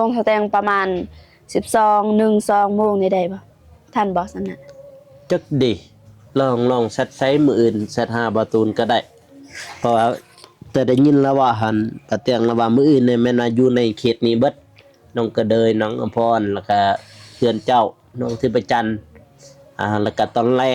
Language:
Lao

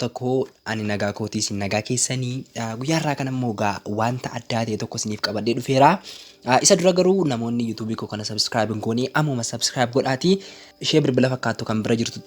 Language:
Oromo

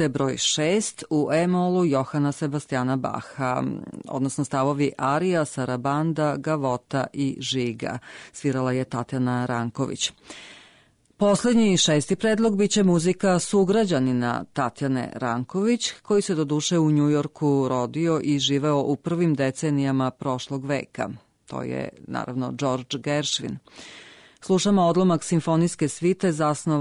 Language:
Serbian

